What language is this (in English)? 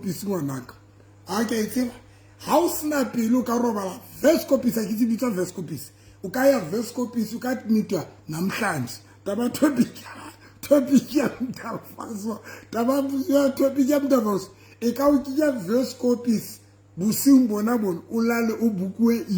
Southern Sotho